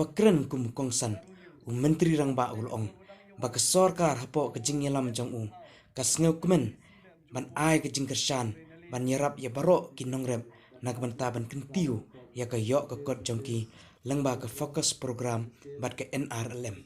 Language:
Khasi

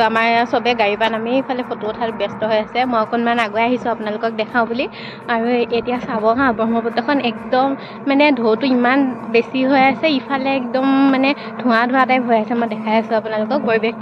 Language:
Assamese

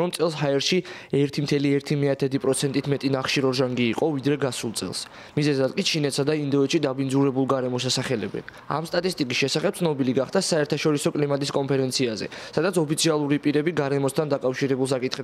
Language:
Georgian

